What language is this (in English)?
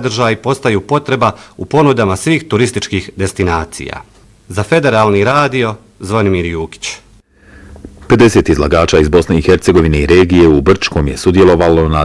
Bosnian